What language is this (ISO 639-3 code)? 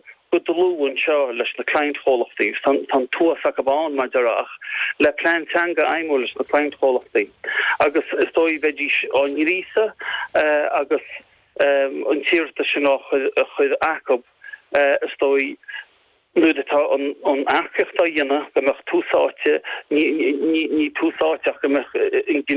gle